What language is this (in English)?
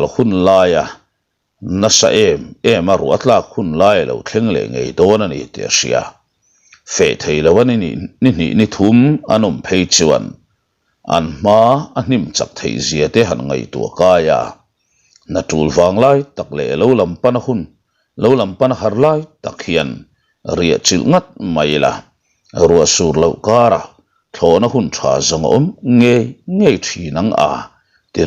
Mizo